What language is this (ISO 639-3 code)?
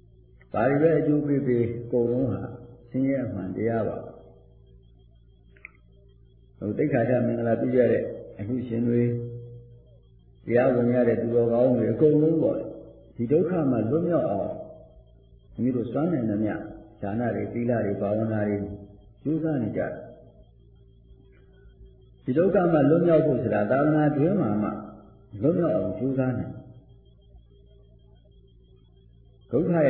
mya